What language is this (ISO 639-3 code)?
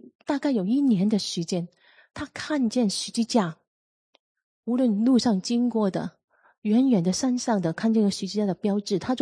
zho